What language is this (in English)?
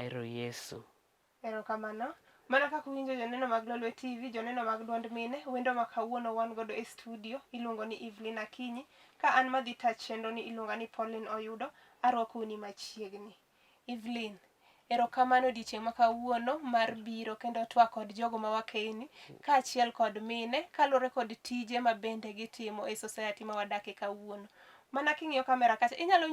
Luo (Kenya and Tanzania)